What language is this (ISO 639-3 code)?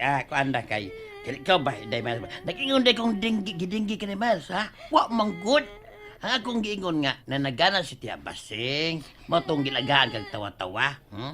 ceb